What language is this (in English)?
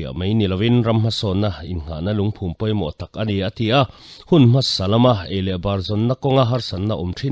Mizo